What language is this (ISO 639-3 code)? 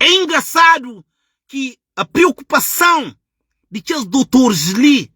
kea